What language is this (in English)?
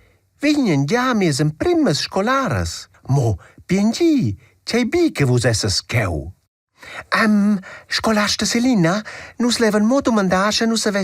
Romansh